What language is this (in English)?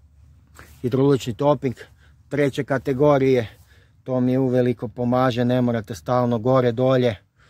Croatian